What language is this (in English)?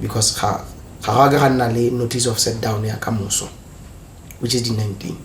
Tswana